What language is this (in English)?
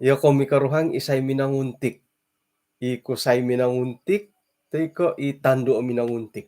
Central Dusun